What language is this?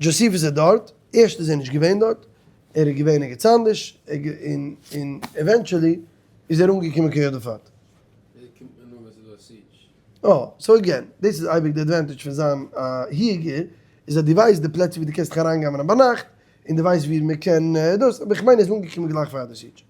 Yiddish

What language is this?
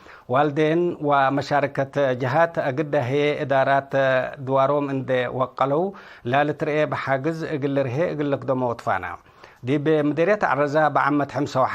Tigre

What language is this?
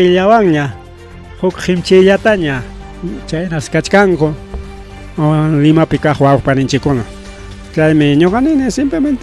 Ayacucho Quechua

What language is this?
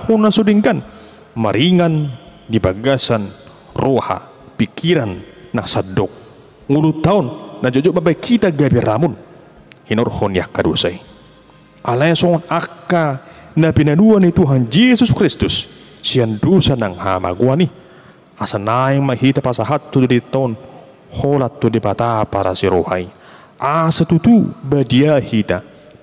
Batak Toba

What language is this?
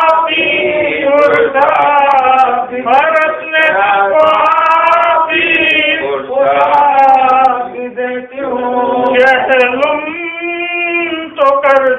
Urdu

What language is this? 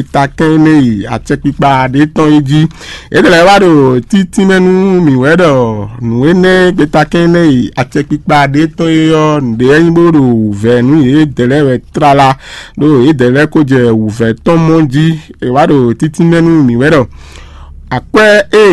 Fon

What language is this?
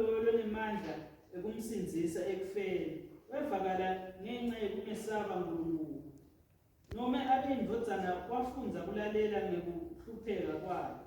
Swati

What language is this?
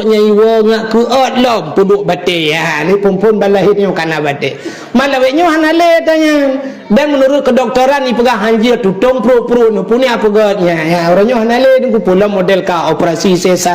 Achinese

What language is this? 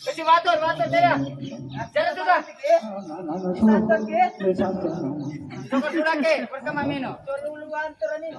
Aheri Gondi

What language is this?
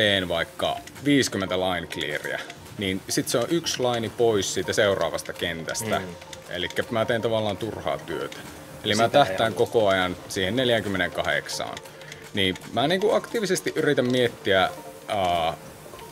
Finnish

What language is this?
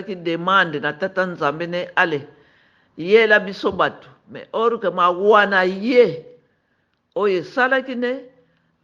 Lingala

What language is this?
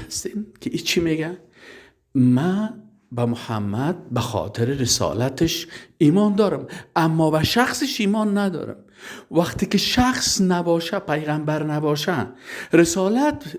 Persian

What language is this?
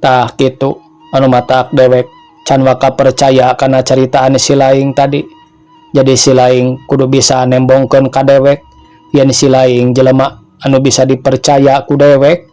Sundanese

